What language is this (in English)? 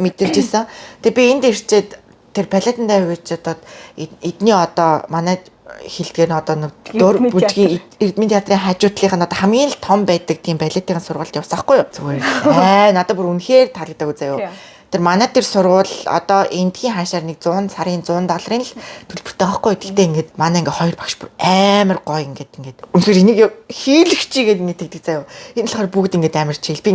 Mongolian